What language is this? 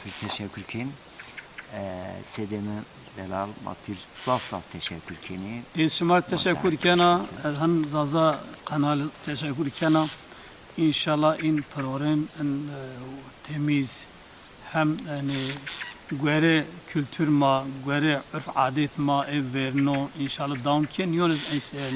Zaza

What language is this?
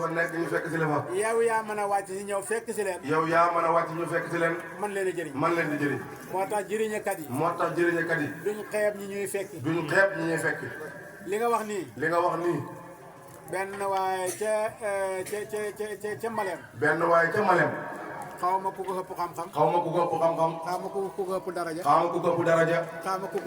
Wolof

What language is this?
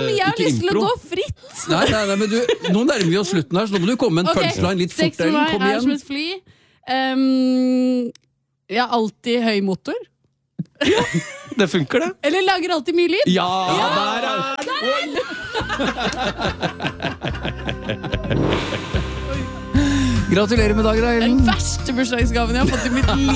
Norwegian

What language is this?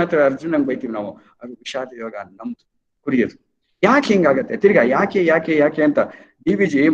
Kannada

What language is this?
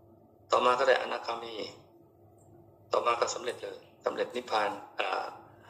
Thai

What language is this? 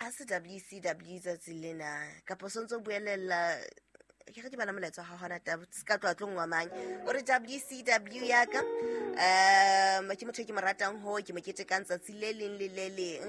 Southern Sotho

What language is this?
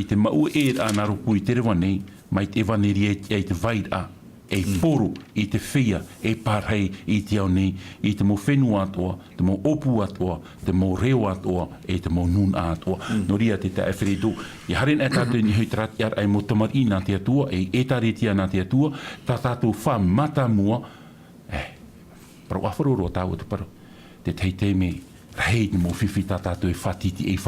Tahitian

